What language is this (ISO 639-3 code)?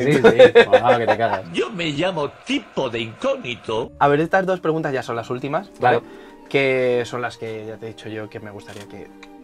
spa